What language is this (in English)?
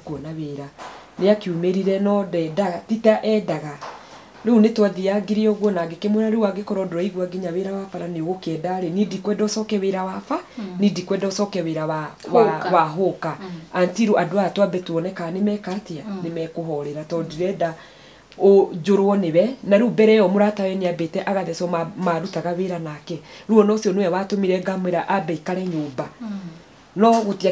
Kikuyu